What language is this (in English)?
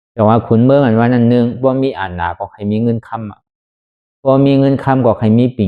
Shan